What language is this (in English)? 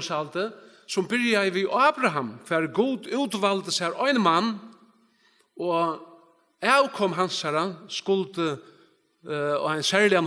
Faroese